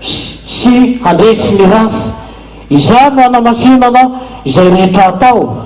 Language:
Malagasy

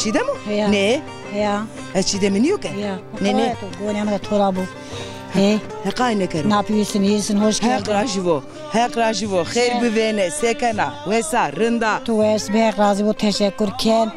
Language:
Zaza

